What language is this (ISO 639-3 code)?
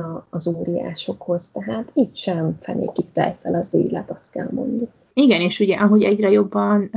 hun